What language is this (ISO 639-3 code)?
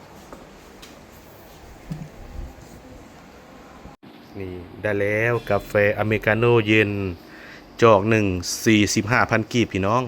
lao